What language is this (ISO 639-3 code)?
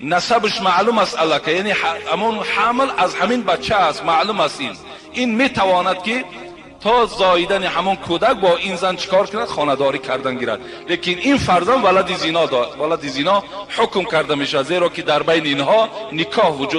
tgk